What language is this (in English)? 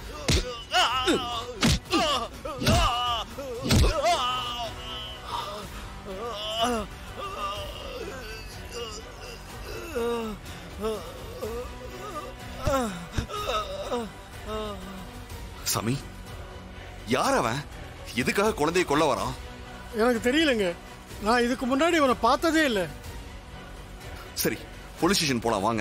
Tamil